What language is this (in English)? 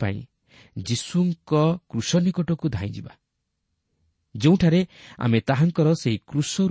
Odia